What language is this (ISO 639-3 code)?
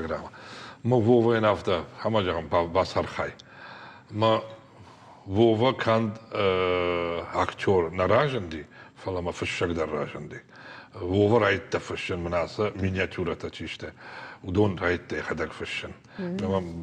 oss